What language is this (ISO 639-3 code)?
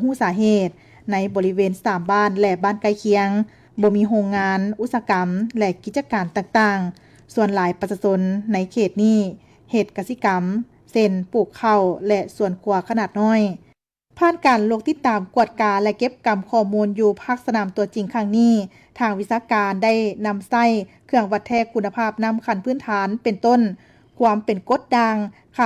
lao